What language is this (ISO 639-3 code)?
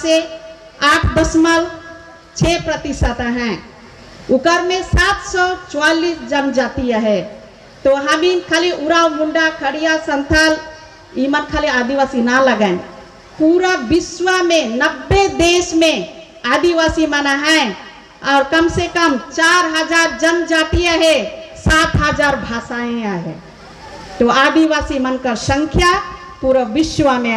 sck